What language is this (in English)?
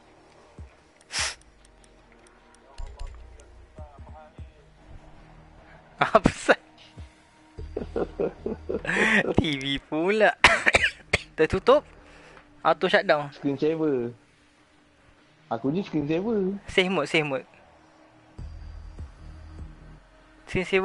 Malay